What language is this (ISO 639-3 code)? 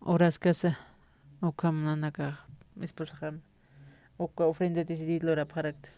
aym